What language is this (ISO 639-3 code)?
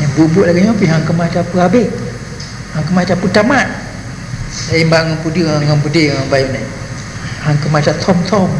ace